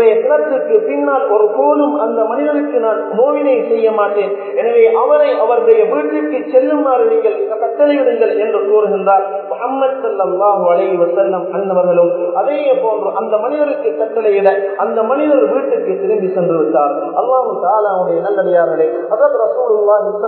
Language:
Tamil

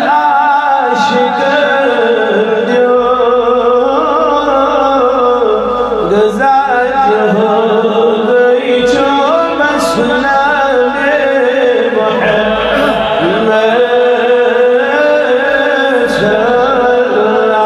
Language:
Kashmiri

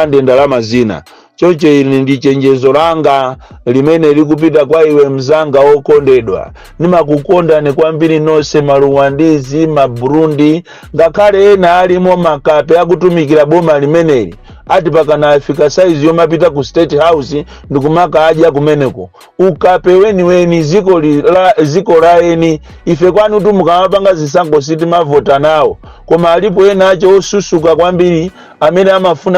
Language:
Nyanja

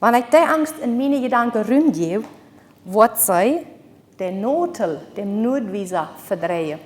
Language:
Plautdietsch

